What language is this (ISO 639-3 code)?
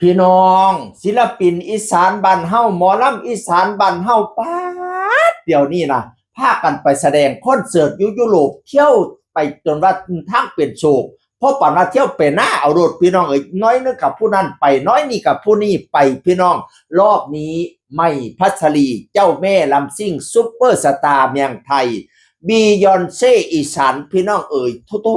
tts